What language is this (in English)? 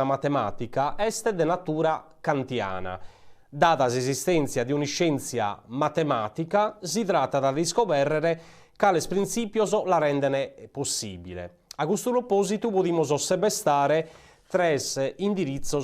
Sardinian